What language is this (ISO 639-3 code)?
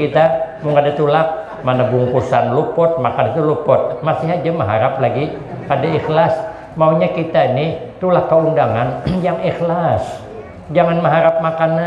bjn